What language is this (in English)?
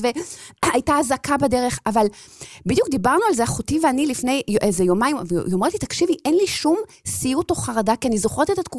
Hebrew